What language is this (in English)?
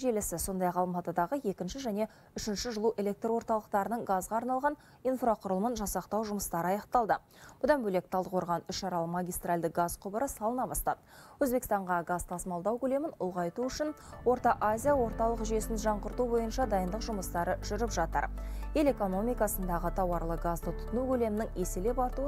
Kazakh